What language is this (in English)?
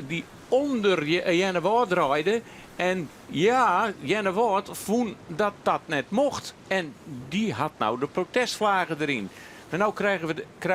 Western Frisian